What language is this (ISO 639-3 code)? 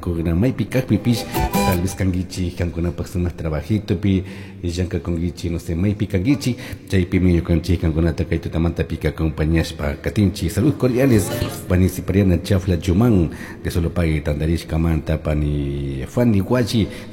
qug